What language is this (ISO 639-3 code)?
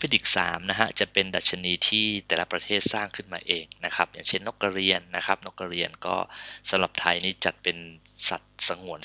tha